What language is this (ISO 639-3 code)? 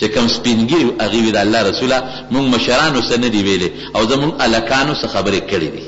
pus